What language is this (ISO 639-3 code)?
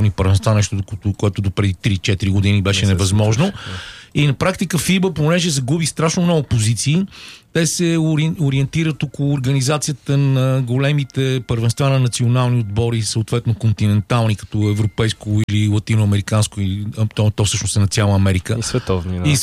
bul